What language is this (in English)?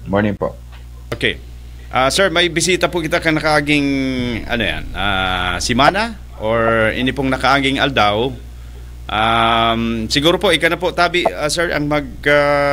Bikol